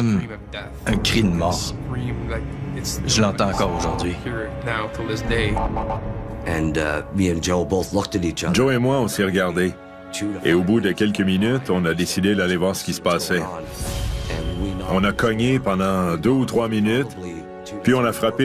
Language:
French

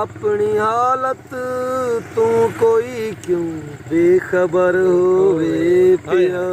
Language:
Saraiki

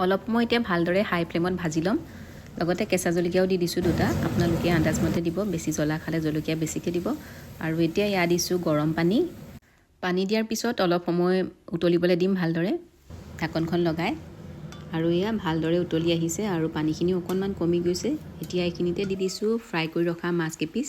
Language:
Assamese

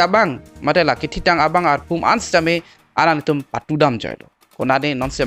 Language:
Karbi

